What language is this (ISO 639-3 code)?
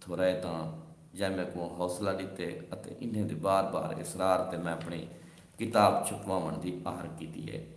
skr